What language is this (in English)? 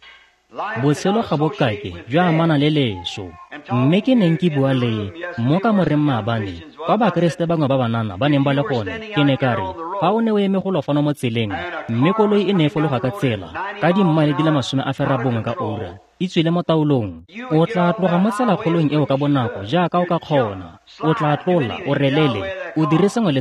Tswana